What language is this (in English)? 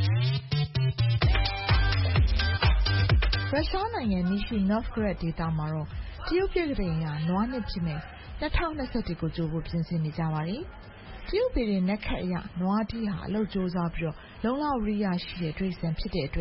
Burmese